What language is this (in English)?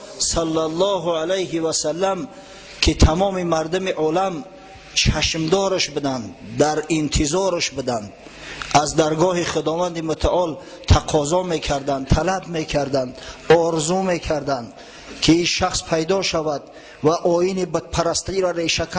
Tajik